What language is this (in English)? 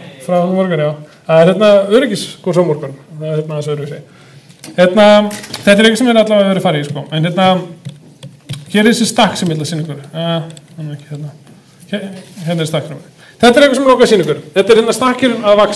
Icelandic